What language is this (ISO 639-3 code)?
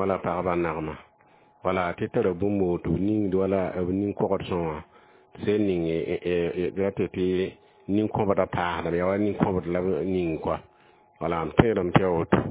mos